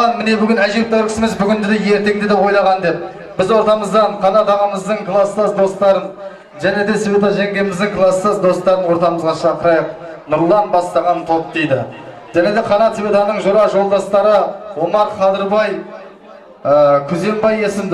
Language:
Kazakh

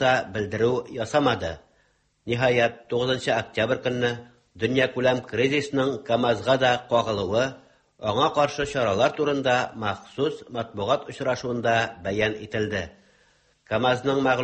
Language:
Tatar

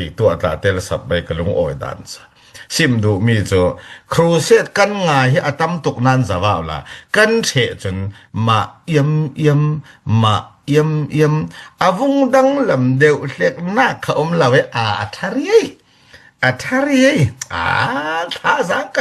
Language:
Falam Chin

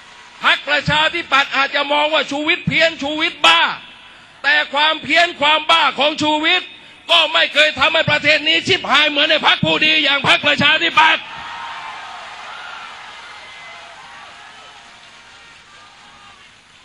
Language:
Thai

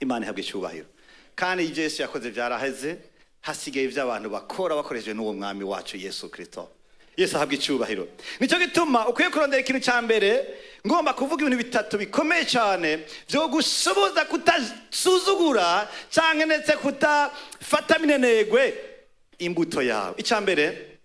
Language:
Rundi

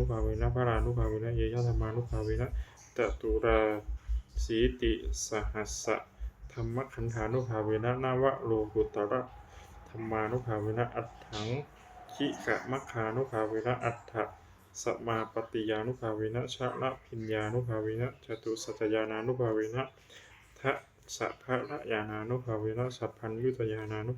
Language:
Pali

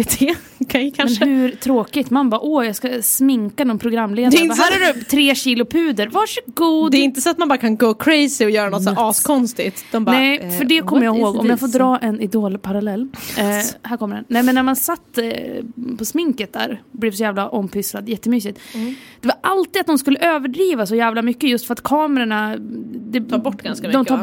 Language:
Swedish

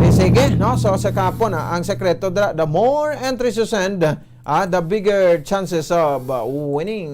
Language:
Hiligaynon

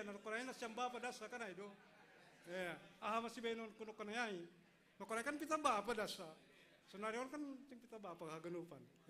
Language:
Batak Simalungun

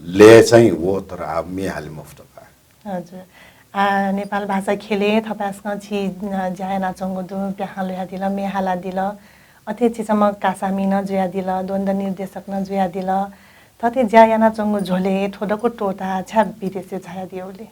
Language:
Newari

